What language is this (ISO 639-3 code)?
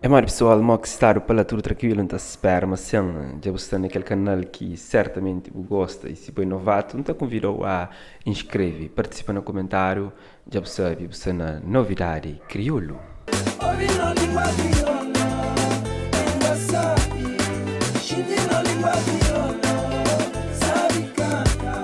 kea